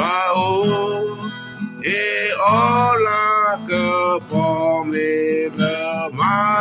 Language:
S'gaw Karen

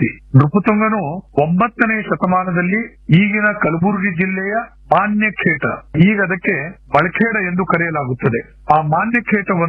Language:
Kannada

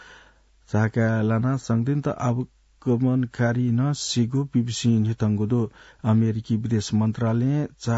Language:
Newari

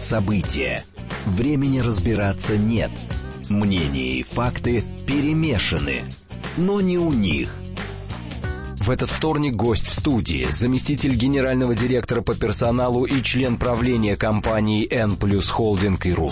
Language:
Russian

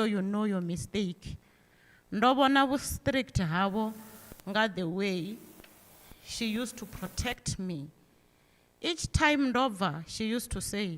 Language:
Venda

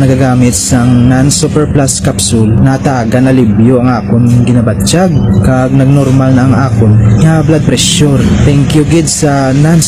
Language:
Hiligaynon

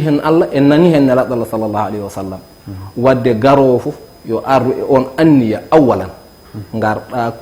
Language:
Fula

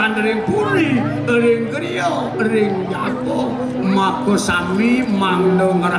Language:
Balinese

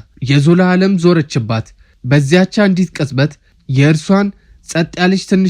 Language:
Amharic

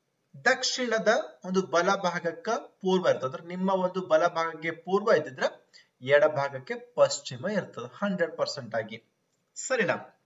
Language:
Kannada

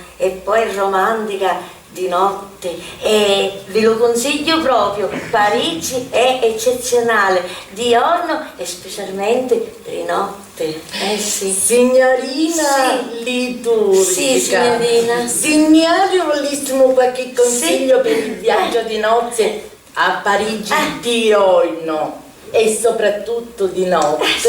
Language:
Sicilian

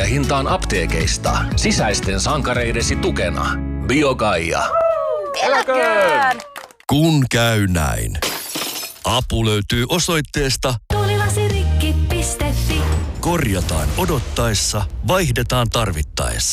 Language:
Finnish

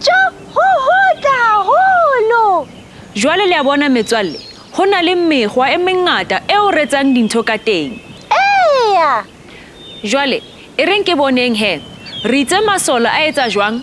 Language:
Southern Sotho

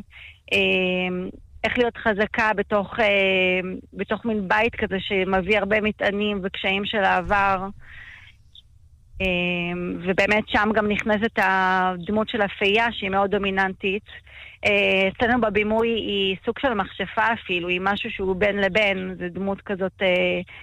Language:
Hebrew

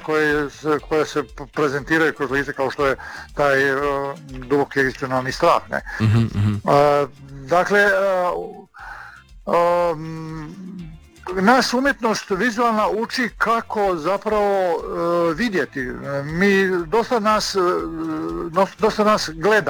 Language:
Croatian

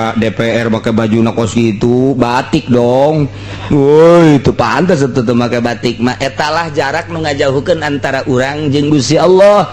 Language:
Sundanese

